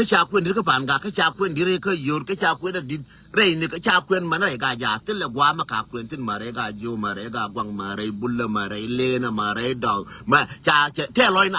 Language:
Nuer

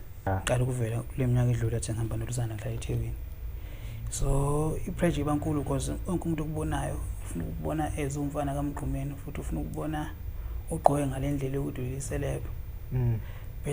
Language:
Zulu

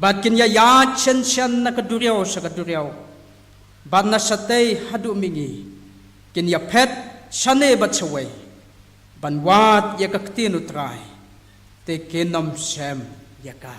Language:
Khasi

